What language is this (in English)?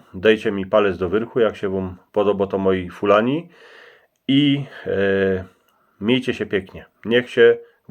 Silesian